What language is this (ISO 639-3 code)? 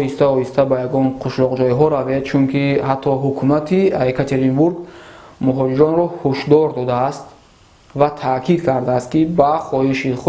tgk